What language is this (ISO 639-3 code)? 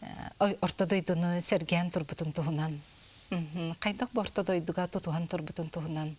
sah